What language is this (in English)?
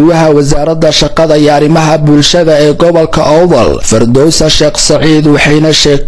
Somali